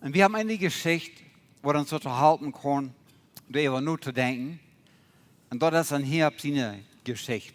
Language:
Plautdietsch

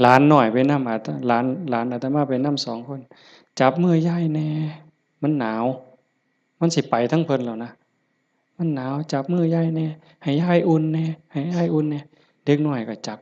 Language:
Northeastern Thai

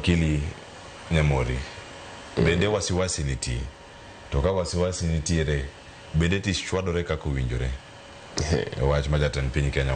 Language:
Luo (Kenya and Tanzania)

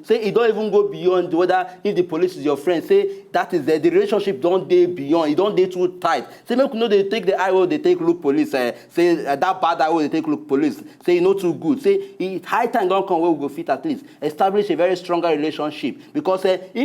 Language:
Nigerian Pidgin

